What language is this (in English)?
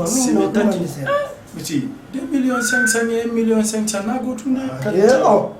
Pular